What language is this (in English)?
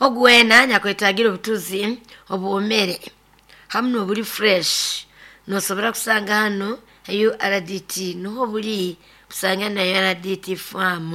Nyoro